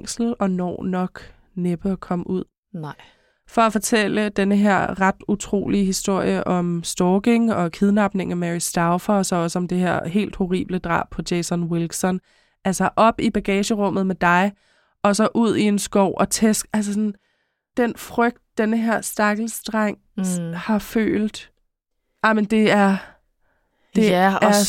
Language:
Danish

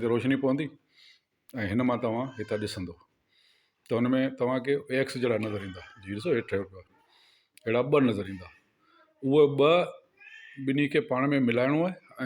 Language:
Sindhi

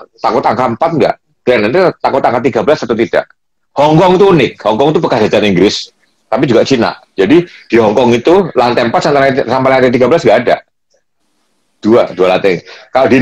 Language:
Indonesian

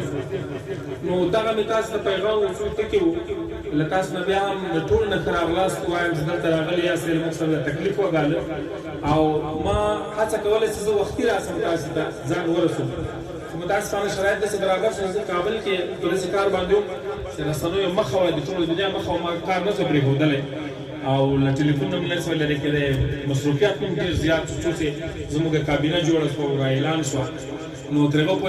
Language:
Pashto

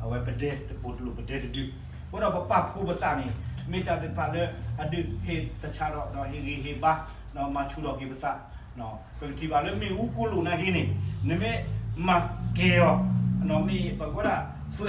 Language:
S'gaw Karen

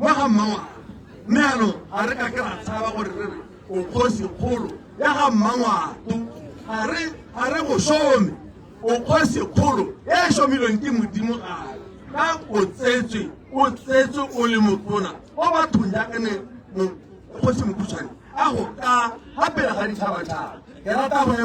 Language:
Tswana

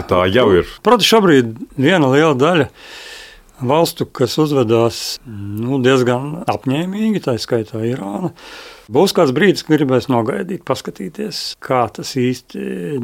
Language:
Latvian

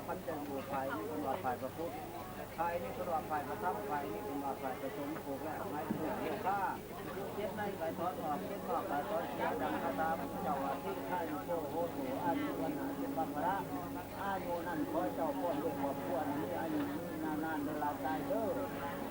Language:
Lao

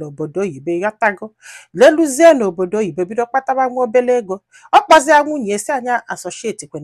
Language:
Igbo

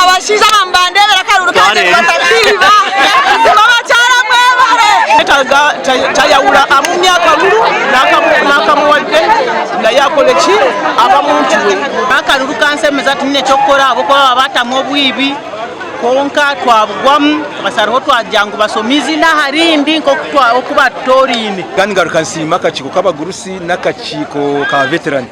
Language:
Nyankole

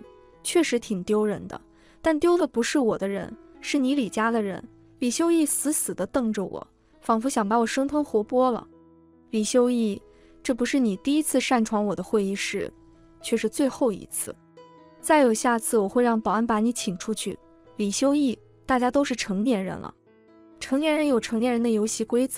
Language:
Chinese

